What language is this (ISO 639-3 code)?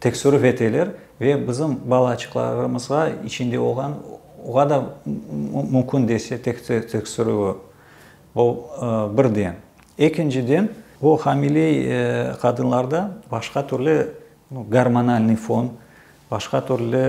crh